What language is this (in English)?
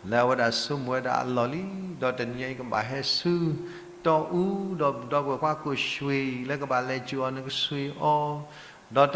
S'gaw Karen